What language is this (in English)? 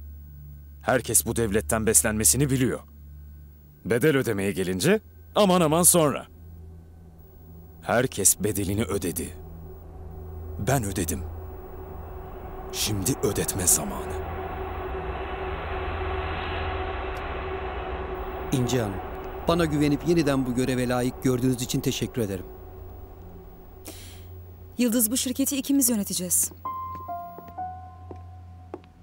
Turkish